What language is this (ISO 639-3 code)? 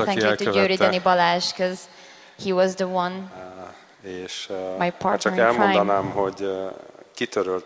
hun